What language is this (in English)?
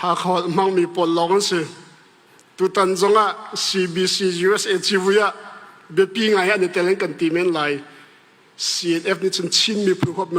Hakha Chin